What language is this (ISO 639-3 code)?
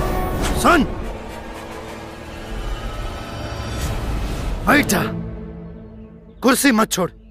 bho